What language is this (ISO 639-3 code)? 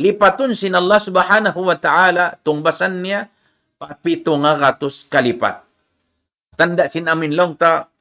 tsg